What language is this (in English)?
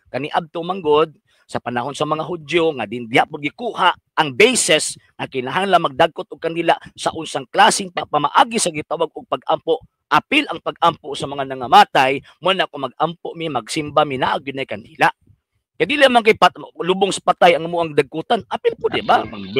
Cebuano